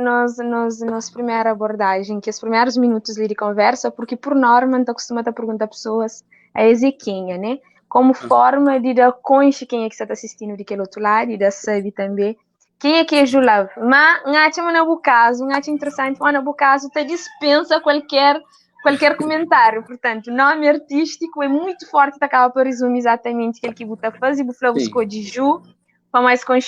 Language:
Kabuverdianu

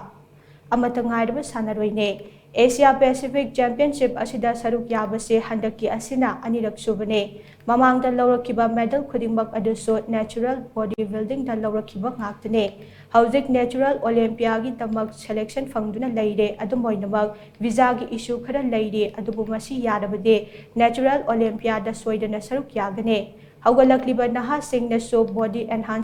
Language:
Manipuri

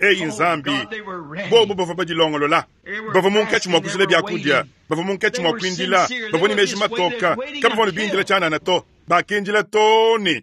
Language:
Luba-Lulua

